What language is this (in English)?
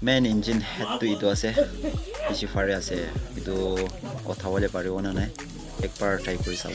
Naga Pidgin